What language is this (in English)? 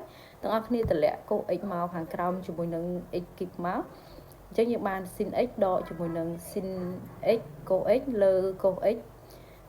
Khmer